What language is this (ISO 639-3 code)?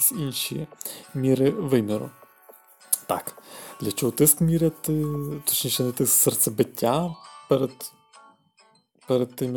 ukr